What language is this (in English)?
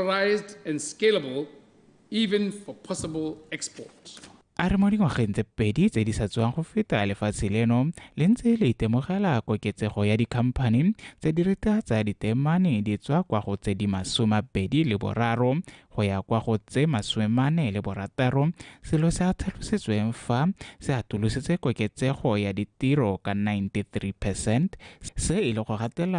Tswana